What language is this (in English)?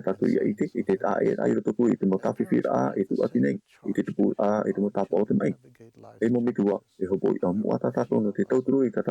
Tahitian